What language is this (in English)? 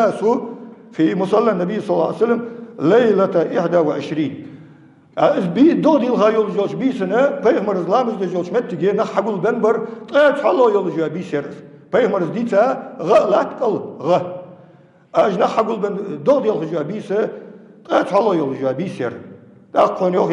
Ingush